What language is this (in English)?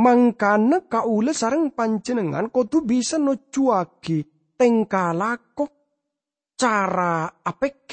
Madurese